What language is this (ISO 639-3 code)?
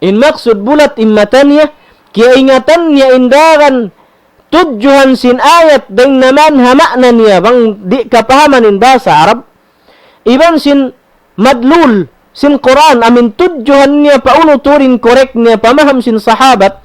tsg